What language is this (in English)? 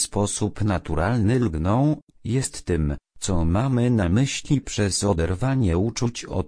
Polish